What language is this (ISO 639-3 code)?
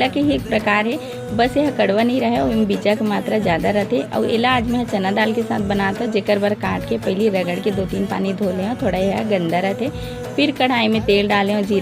hne